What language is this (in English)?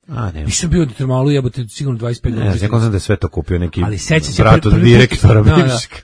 Serbian